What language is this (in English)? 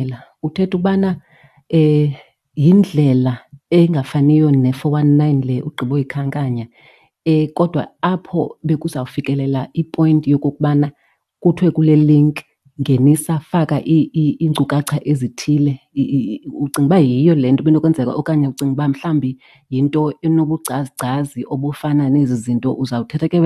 Xhosa